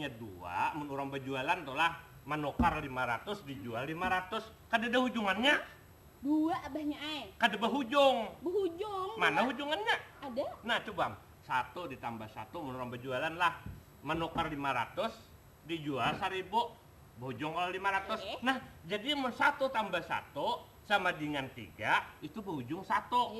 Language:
Banjar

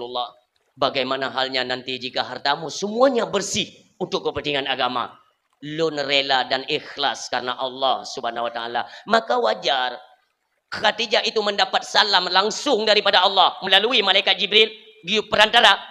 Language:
Achinese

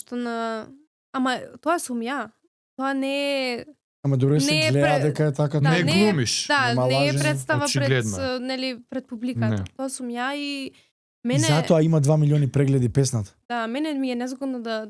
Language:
Macedonian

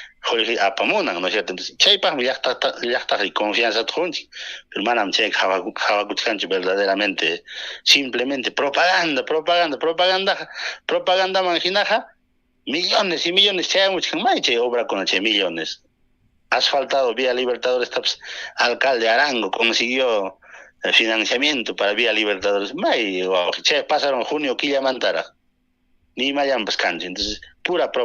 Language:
Ayacucho Quechua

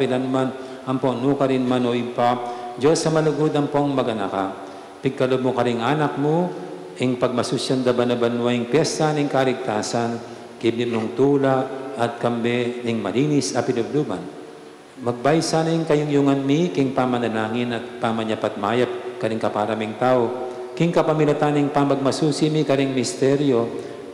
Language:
Pampanga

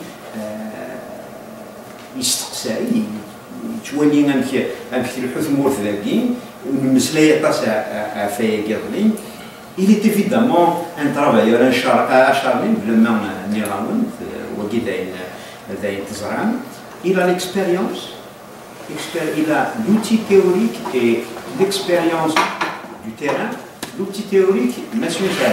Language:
Kabyle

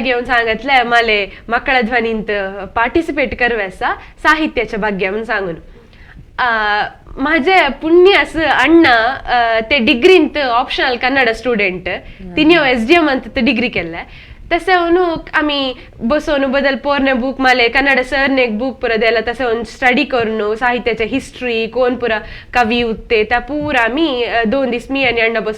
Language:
Konkani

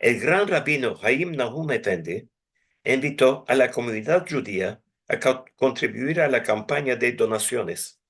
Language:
Ladino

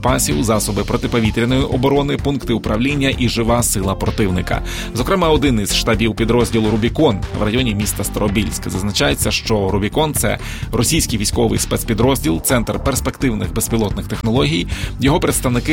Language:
Ukrainian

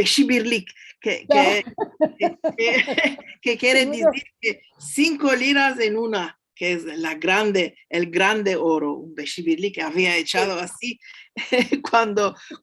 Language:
Ladino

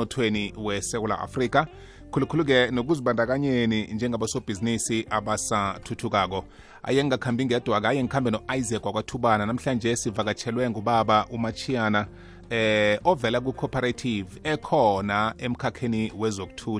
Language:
South Ndebele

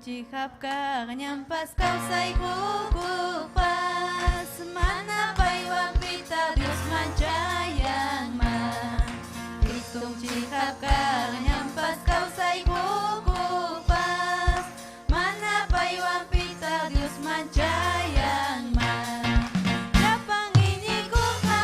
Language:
Ayacucho Quechua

